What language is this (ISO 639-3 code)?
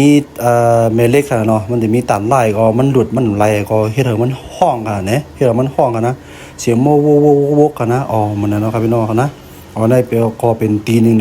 shn